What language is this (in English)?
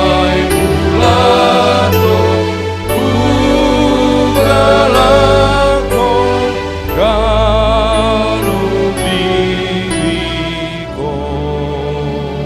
Batak Simalungun